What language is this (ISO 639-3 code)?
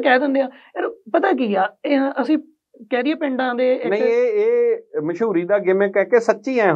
pan